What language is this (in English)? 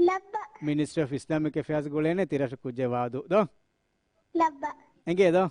Divehi